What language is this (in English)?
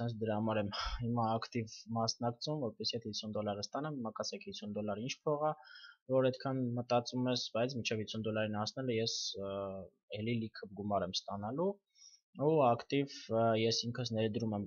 Armenian